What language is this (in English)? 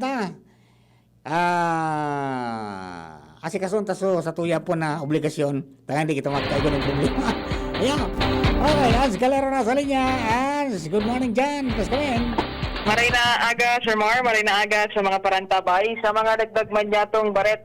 Bikol